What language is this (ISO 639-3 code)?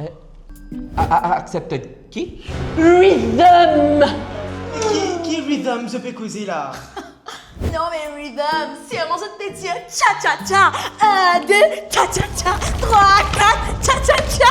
mfe